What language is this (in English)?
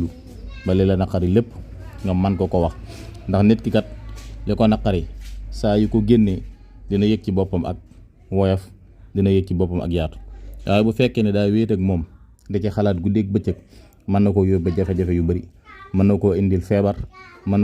Wolof